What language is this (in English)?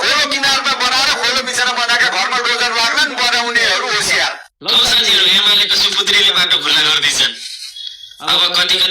Nepali